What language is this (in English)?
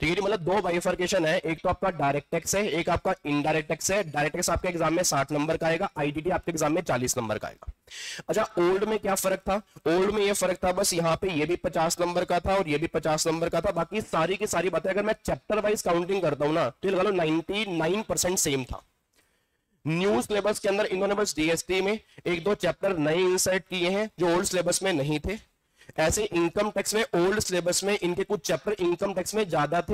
Hindi